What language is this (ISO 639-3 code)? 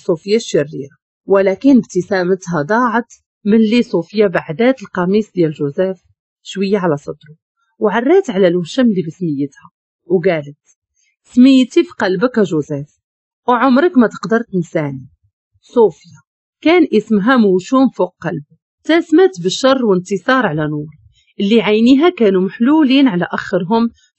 ary